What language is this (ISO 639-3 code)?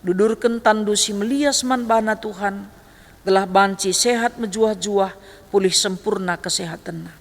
btx